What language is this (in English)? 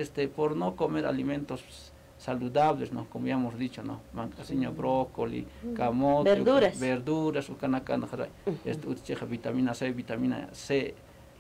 Aymara